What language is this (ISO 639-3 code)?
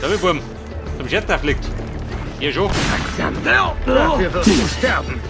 bar